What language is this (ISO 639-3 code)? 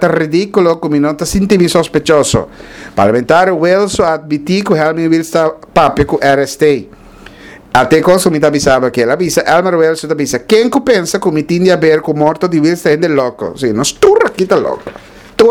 pap